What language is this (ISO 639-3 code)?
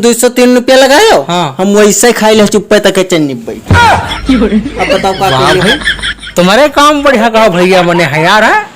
awa